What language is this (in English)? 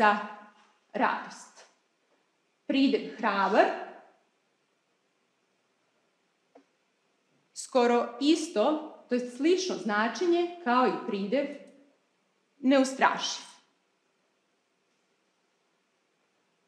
Serbian